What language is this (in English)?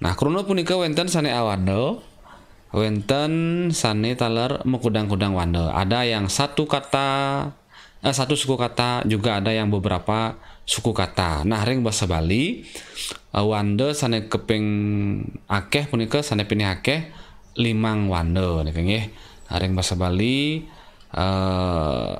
Balinese